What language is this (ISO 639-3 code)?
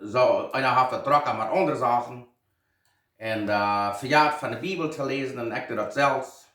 pdt